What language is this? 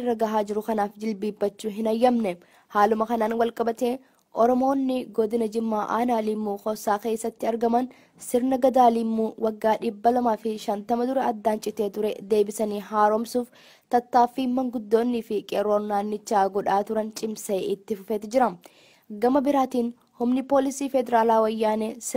Oromo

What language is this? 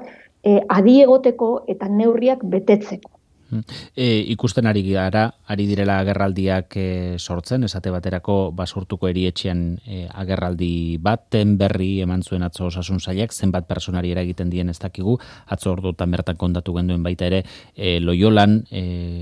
Basque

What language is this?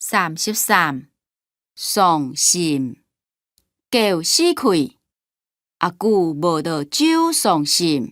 Hakka Chinese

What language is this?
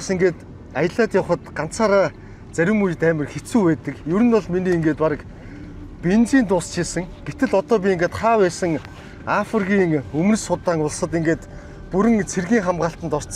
Mongolian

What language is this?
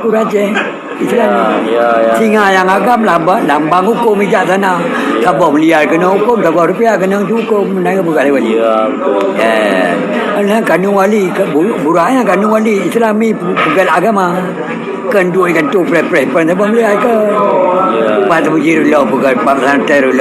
Achinese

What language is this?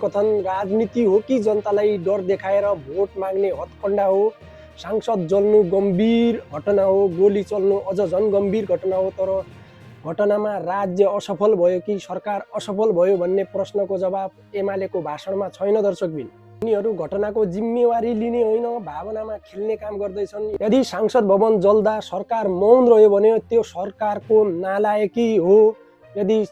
Nepali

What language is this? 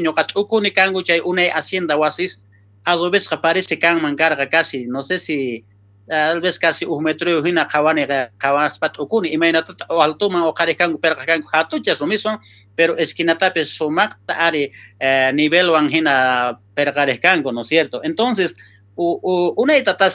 South Bolivian Quechua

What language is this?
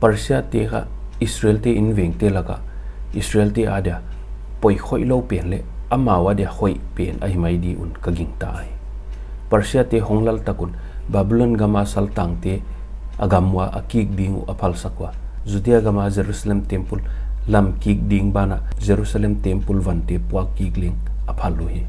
Paite Chin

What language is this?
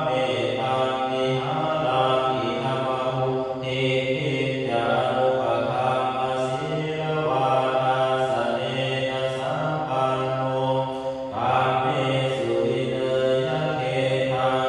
Pali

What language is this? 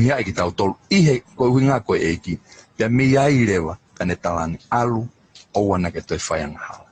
Tongan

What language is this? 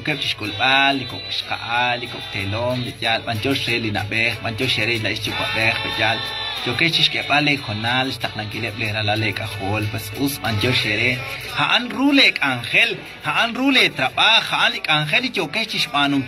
Kekchí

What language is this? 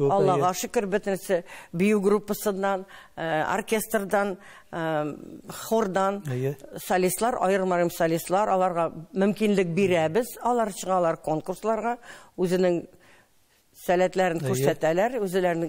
Tatar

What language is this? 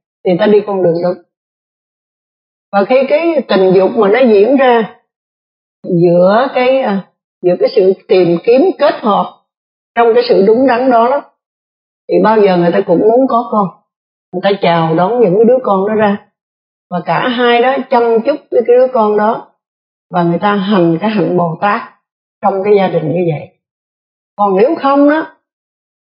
Vietnamese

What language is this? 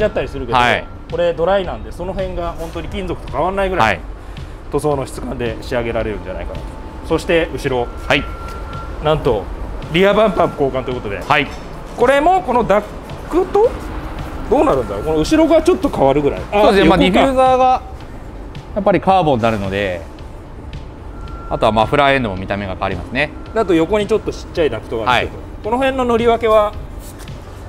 Japanese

